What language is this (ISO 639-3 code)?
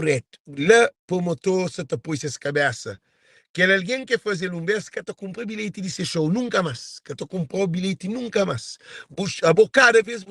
kea